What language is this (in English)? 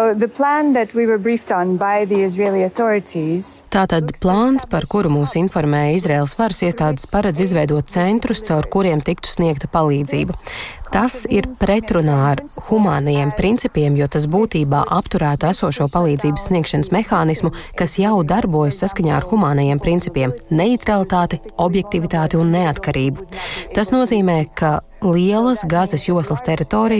Latvian